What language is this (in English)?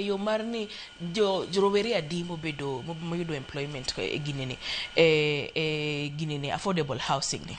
Luo (Kenya and Tanzania)